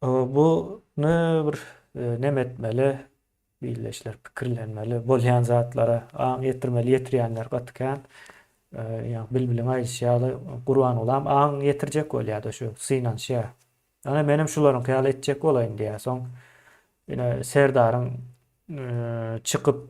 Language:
Turkmen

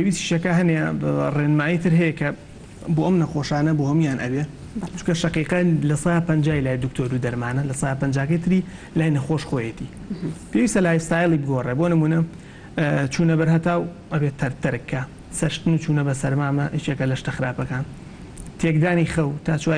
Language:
Central Kurdish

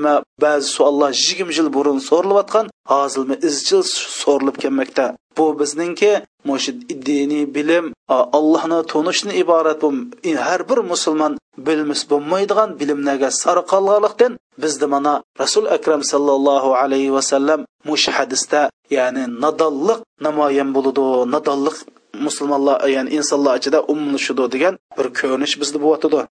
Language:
Uyghur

